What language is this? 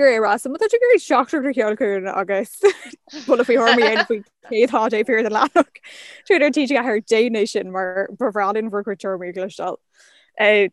Irish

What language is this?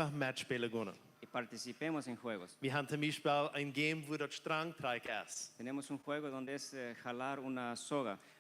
Plautdietsch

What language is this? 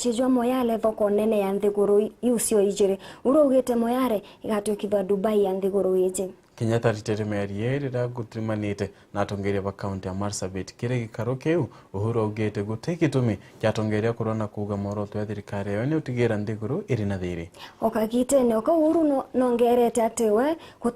Meru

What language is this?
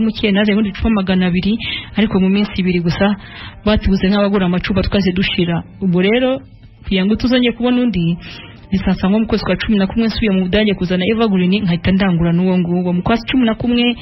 Kinyarwanda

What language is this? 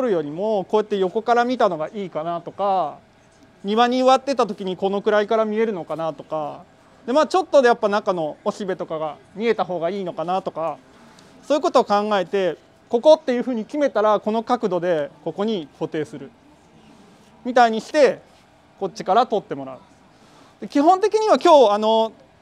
Japanese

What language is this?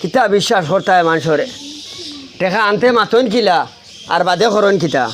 Sylheti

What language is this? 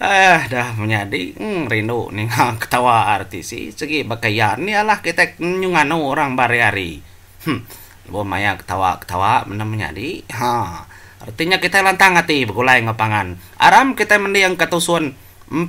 Iban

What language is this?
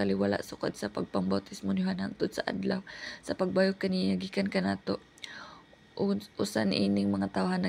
Cebuano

